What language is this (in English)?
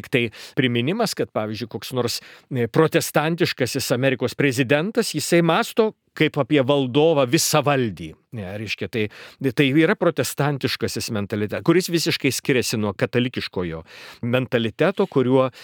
Lithuanian